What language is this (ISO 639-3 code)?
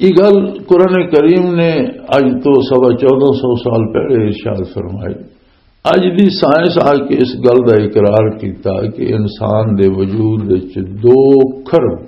lah